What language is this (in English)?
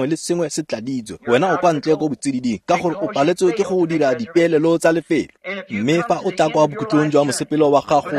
Tswana